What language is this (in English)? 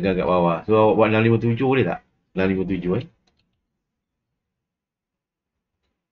Malay